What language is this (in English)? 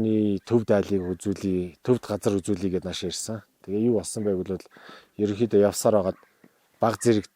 Mongolian